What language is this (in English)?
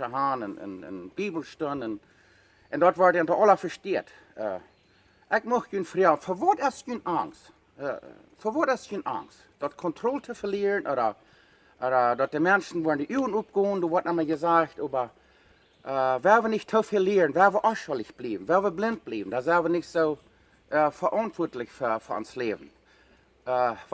Plautdietsch